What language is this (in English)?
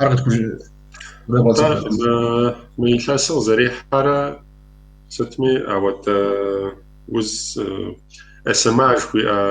Kabardian